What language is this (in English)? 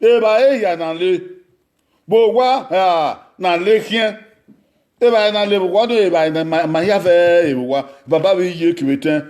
Bini